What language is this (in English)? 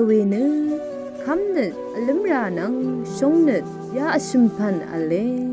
Rawang